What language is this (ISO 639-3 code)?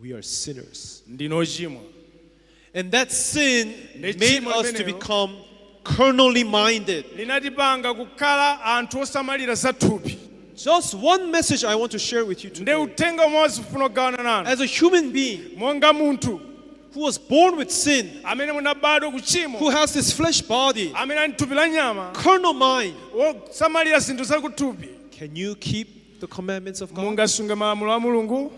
nya